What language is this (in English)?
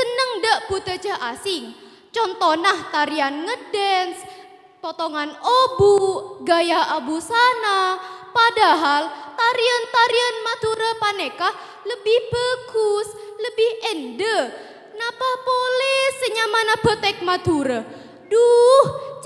Madurese